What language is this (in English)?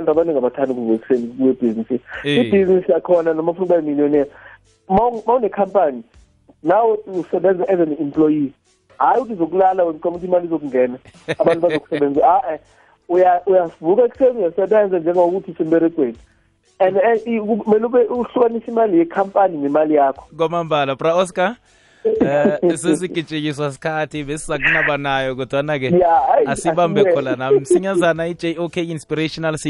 South Ndebele